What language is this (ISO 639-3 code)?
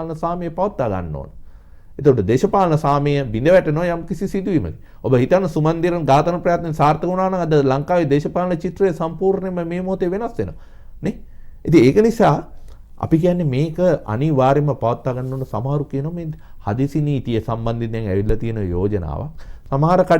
sin